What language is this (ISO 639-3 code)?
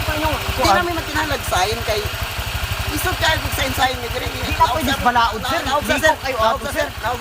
ceb